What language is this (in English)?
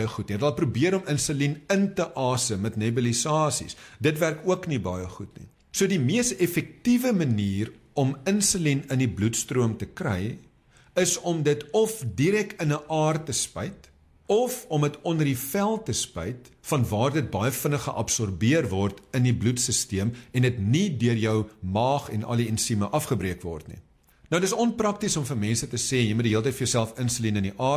Afrikaans